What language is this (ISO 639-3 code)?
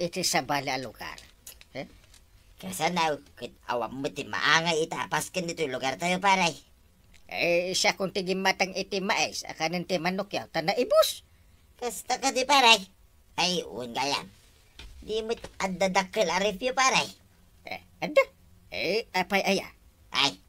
ilo